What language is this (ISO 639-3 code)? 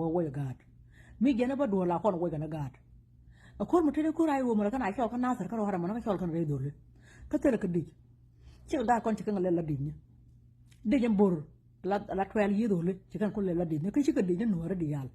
nus